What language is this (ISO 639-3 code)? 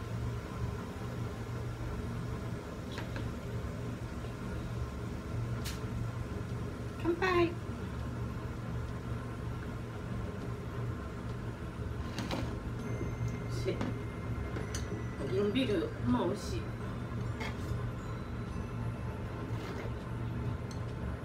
jpn